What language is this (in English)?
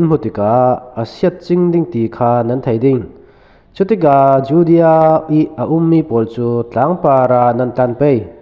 Falam Chin